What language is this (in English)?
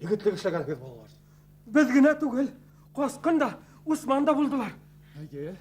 Bashkir